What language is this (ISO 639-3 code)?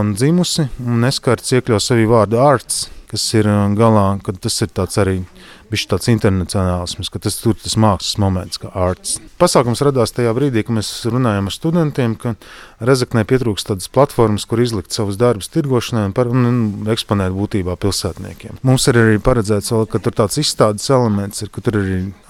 lav